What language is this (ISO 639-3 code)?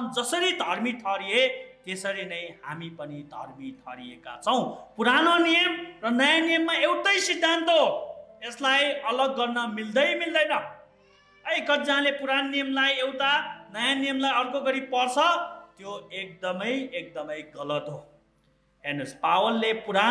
nep